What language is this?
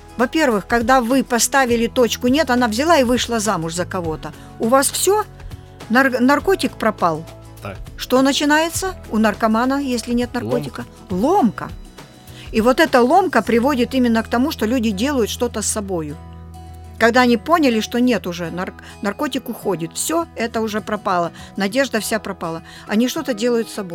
Russian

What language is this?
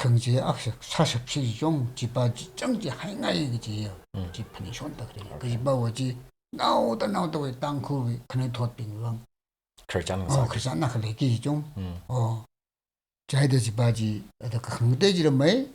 Tangkhul Naga (India)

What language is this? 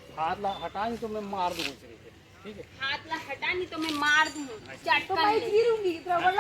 Chhattisgarhi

